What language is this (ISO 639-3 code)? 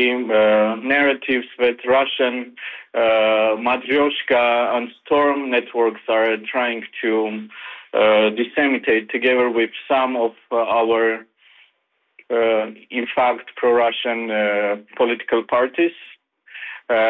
nor